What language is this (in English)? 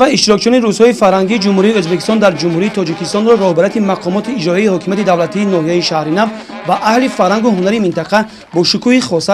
Tajik